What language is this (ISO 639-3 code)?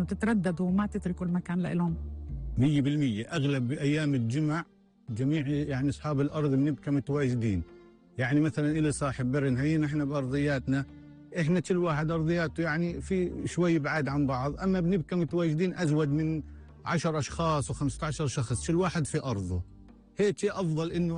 apc